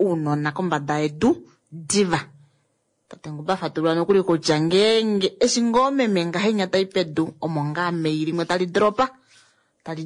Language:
Kuanyama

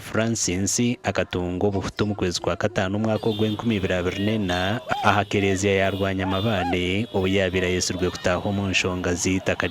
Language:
Nyankole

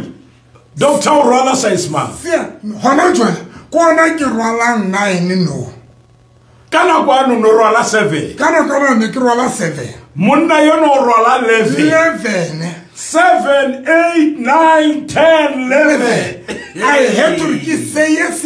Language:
Southern Sotho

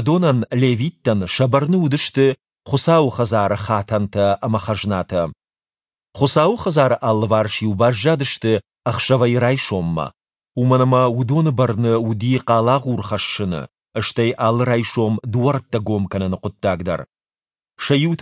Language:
Ossetic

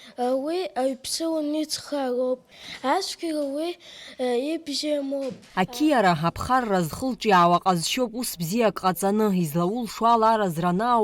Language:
Abkhazian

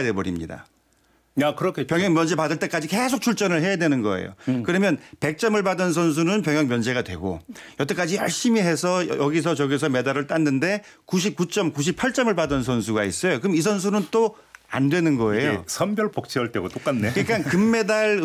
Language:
Korean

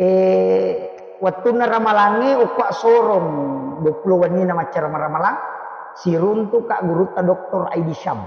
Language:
Buginese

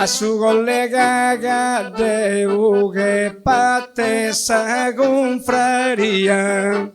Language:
Sardinian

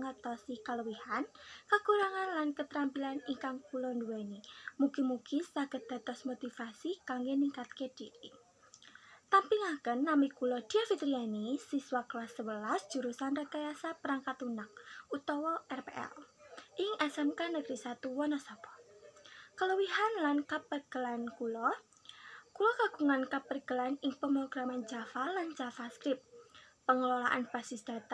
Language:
Javanese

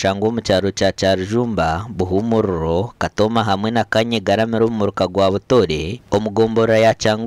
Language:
Nyankole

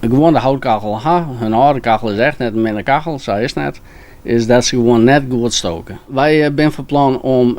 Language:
Western Frisian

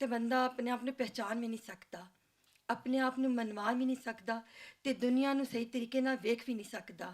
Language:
Western Panjabi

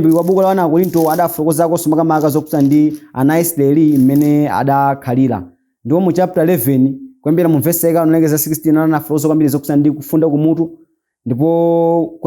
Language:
Nyanja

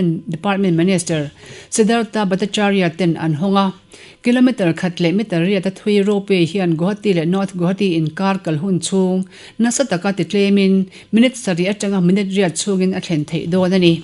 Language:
Mizo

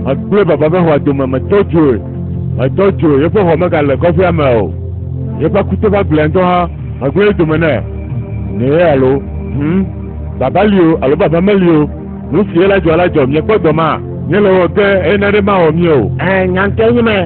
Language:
Ewe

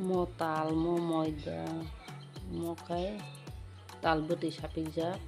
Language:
Kok Borok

